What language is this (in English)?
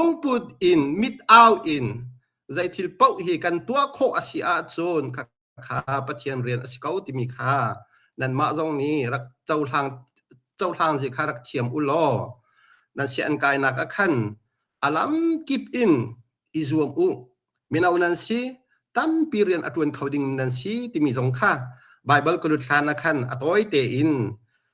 Hakha Chin